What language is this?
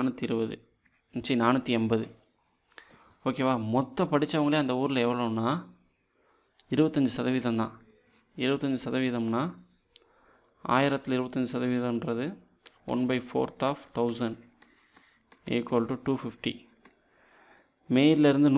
Tamil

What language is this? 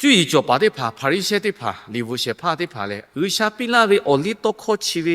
Lahu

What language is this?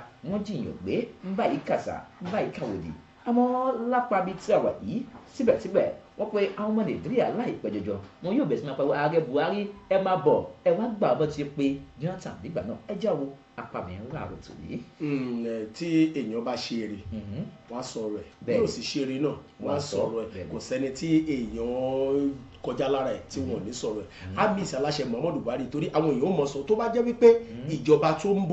Yoruba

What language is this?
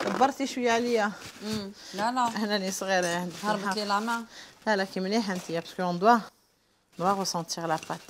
Algerian Arabic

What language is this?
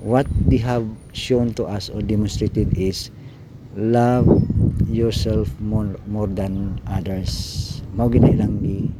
Cebuano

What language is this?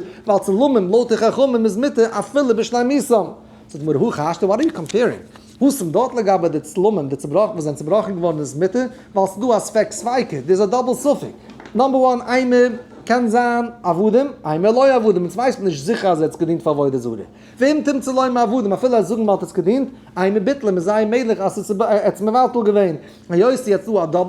Yiddish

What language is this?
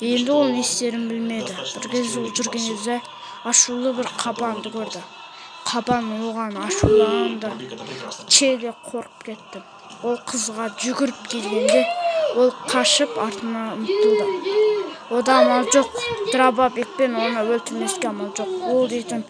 Kazakh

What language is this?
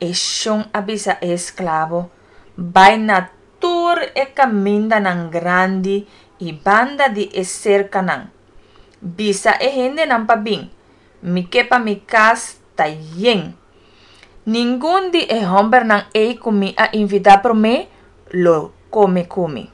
Papiamento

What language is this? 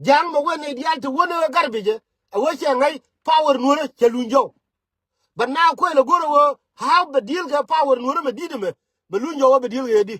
Nuer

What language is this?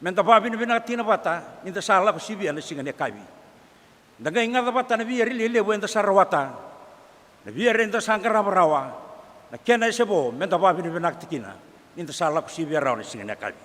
Fijian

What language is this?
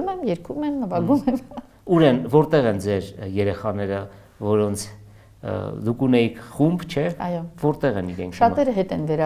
Armenian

